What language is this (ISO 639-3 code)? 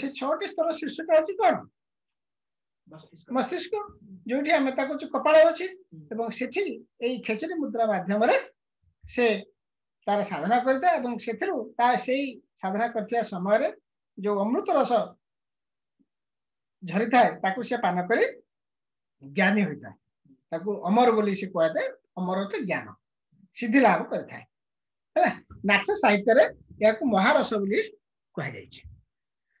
ori